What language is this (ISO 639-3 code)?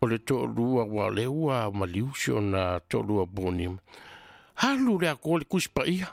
smo